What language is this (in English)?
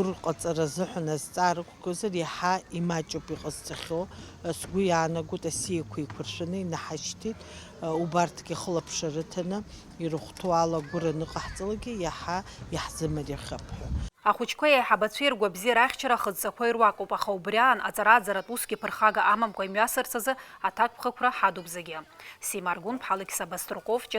Abkhazian